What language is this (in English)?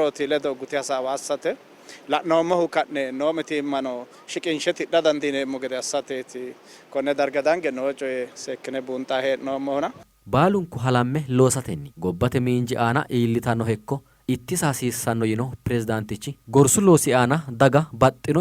Sidamo